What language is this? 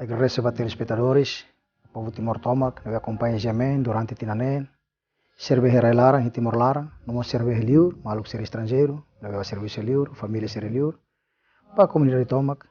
Tetum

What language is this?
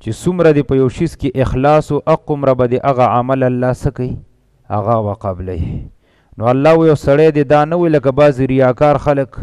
Pashto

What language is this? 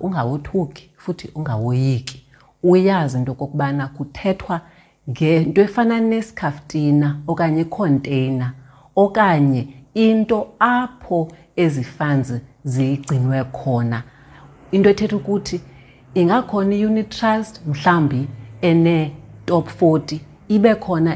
Xhosa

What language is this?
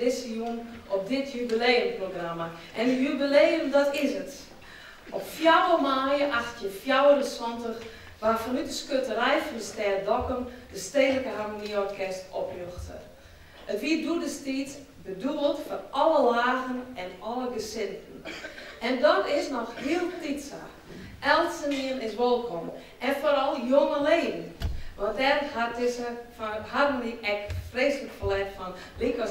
Western Frisian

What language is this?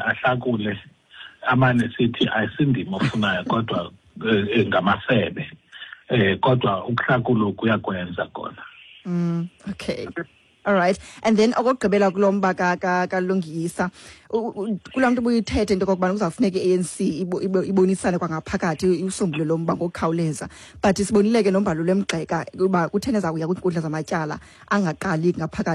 Xhosa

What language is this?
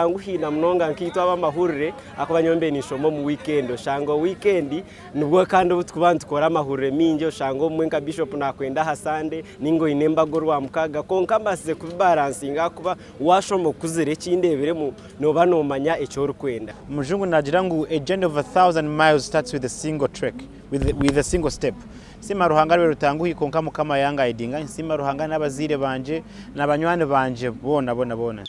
Nyankole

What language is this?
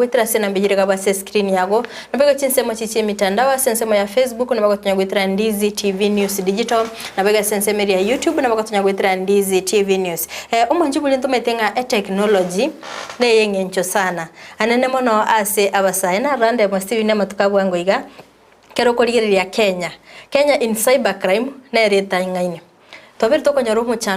Gusii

